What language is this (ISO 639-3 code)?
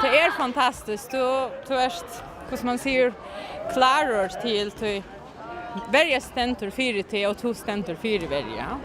fao